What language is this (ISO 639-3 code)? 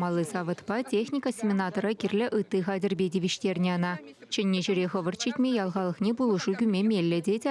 chv